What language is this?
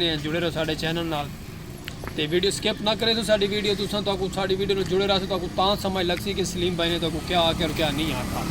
Saraiki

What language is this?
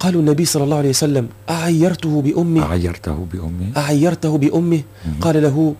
Tunisian Arabic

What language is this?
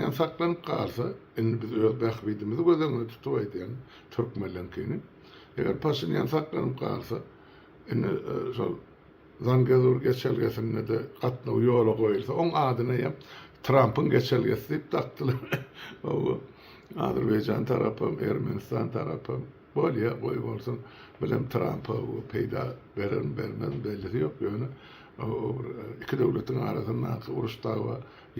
Turkmen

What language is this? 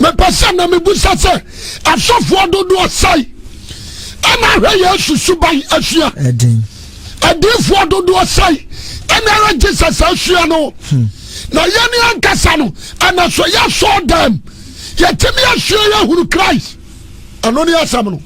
Akan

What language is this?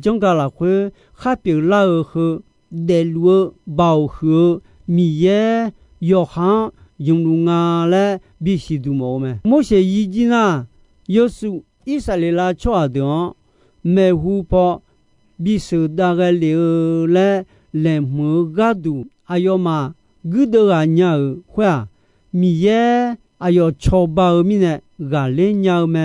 Akha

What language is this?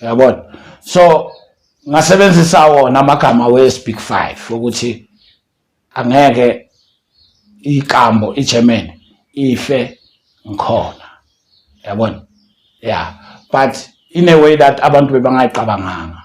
Zulu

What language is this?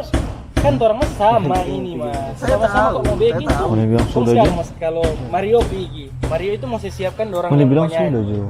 Manado Malay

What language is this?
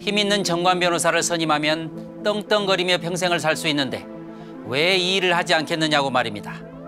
Korean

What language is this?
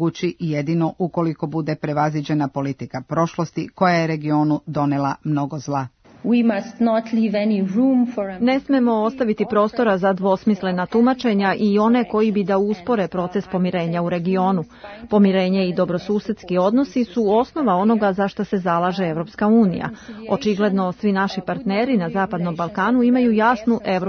Serbian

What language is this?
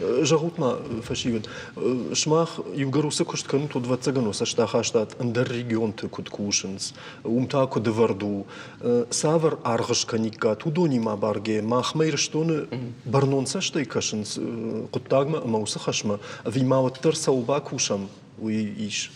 Ossetic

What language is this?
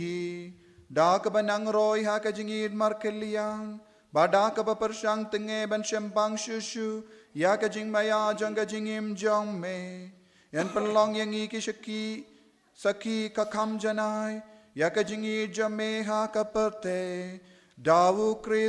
Khasi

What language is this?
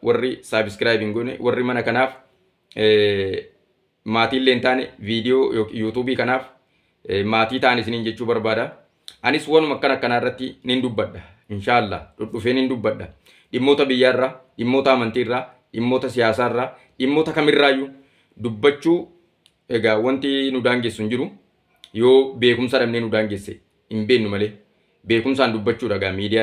Oromo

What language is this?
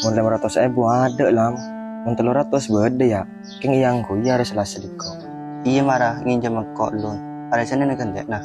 Madurese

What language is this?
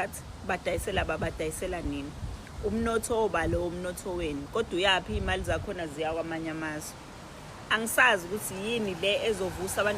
Zulu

